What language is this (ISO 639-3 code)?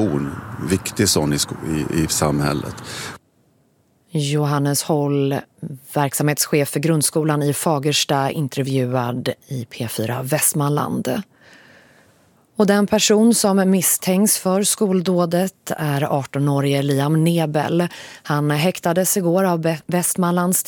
swe